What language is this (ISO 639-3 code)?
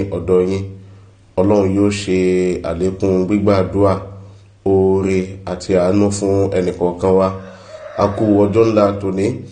yor